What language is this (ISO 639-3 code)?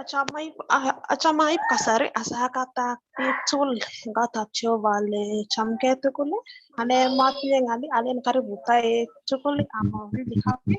kln